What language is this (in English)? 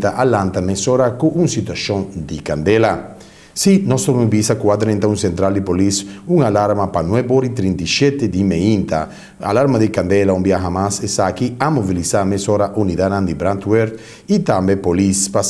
Papiamento